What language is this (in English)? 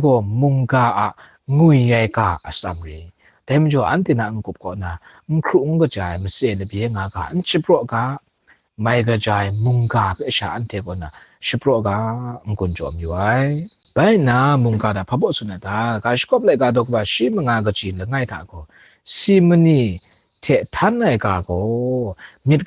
Kachin